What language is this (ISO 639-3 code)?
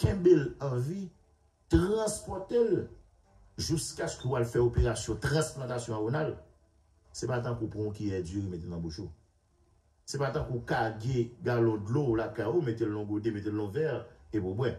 hat